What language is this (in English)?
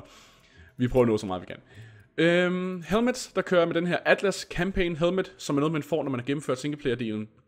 Danish